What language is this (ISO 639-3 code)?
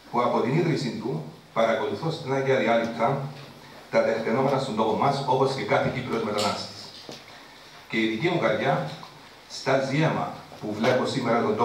ell